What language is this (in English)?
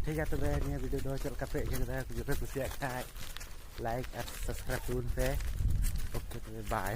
Santali